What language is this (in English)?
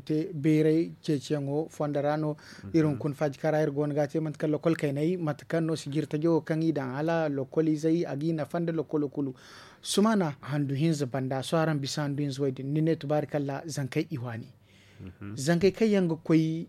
Zarma